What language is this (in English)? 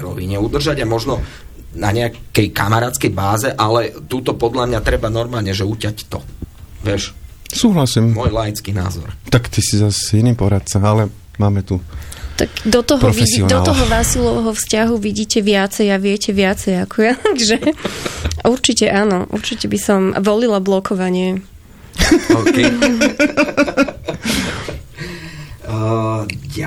Slovak